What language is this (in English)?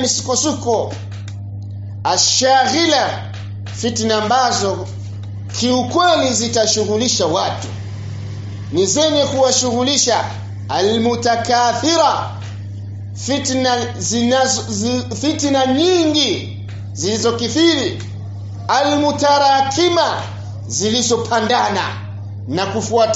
Swahili